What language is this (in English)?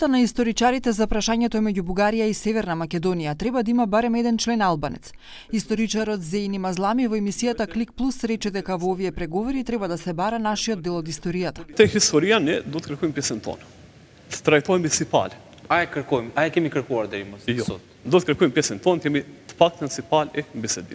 Macedonian